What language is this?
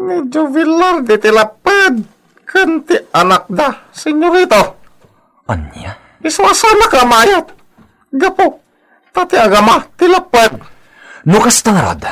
Iloko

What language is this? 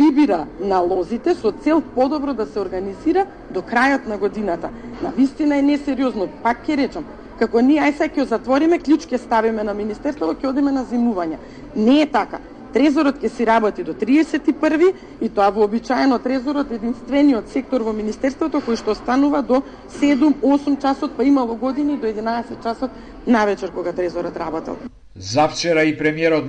Macedonian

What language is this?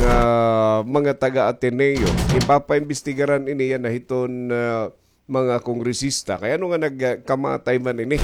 Waray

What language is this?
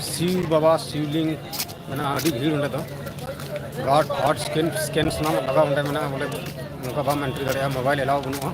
Santali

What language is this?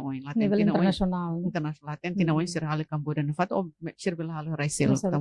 Tetum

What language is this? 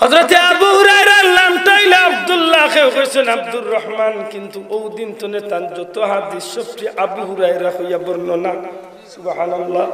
Sylheti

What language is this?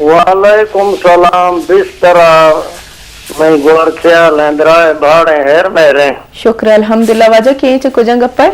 Eastern Balochi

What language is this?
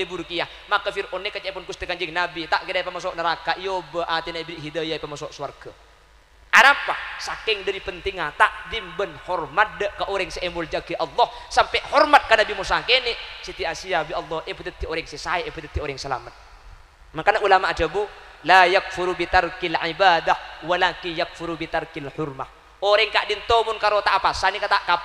Madurese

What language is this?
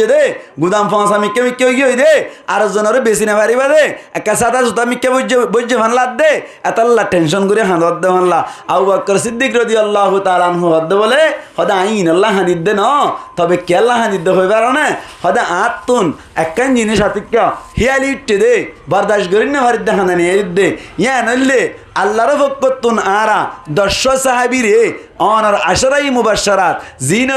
Rohingya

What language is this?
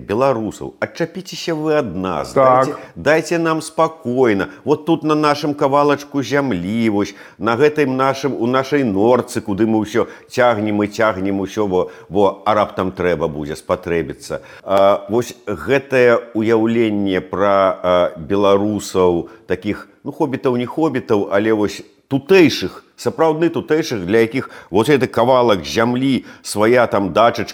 Belarusian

